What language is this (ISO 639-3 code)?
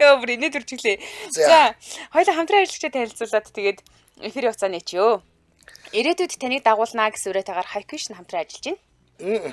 mon